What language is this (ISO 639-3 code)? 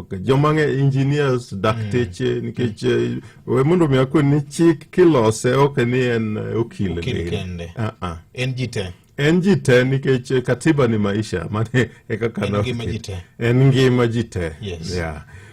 luo